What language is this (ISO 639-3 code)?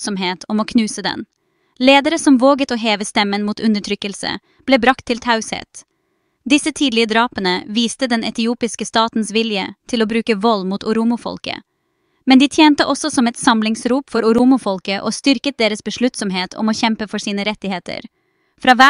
nob